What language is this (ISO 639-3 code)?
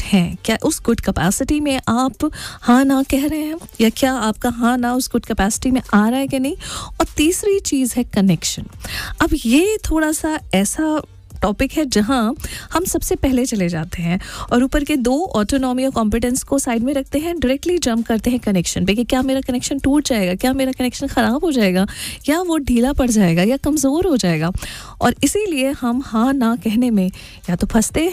hin